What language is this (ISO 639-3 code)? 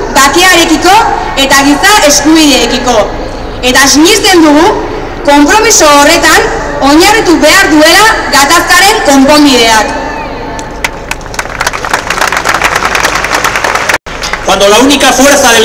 eus